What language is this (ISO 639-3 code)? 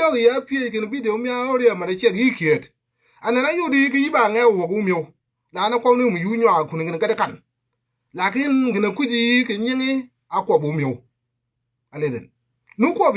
nus